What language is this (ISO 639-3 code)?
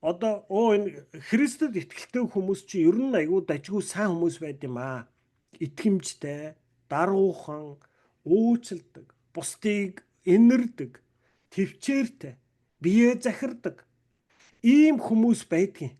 mon